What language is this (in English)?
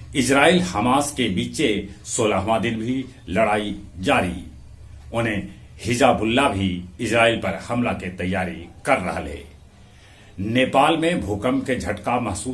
Magahi